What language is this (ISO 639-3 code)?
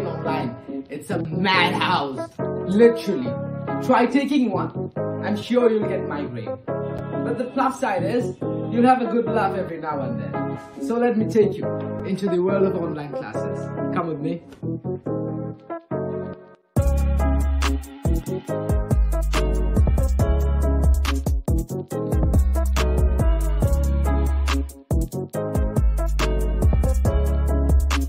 eng